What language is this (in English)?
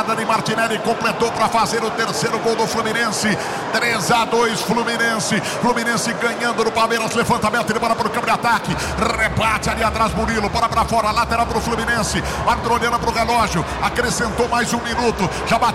Portuguese